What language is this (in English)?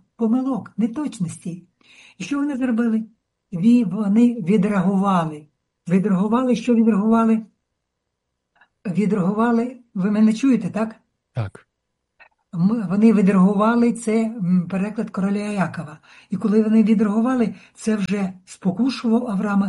Ukrainian